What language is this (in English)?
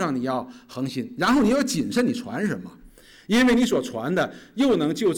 Chinese